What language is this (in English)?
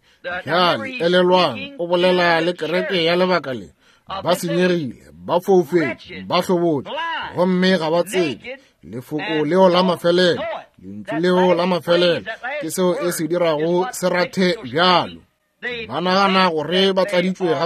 Northern Sotho